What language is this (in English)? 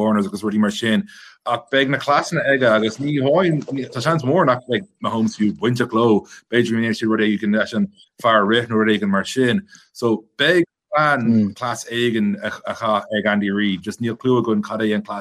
Irish